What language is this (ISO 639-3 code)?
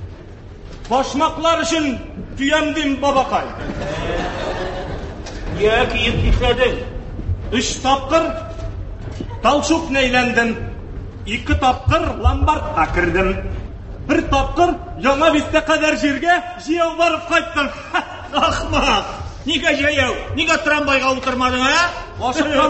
tat